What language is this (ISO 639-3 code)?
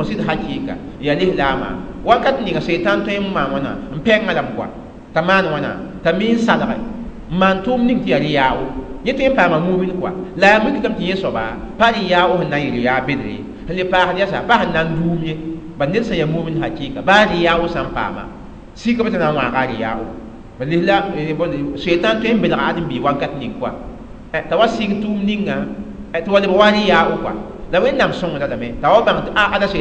mos